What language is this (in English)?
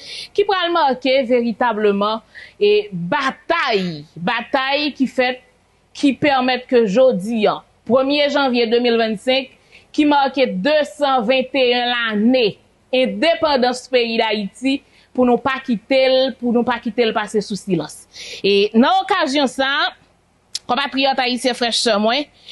Haitian Creole